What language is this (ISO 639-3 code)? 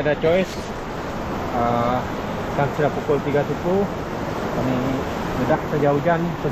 msa